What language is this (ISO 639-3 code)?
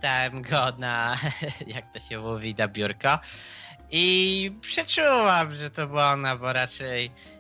pol